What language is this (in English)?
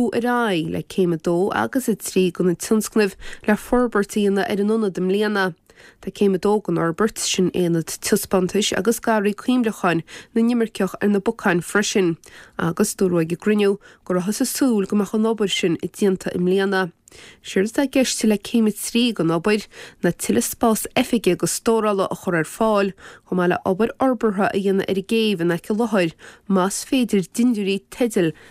Irish